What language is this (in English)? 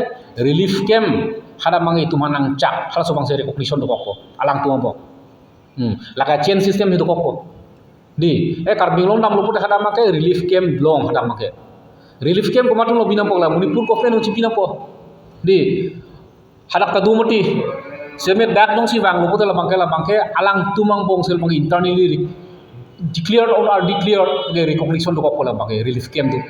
Karbi